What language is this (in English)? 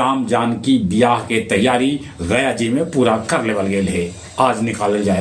Magahi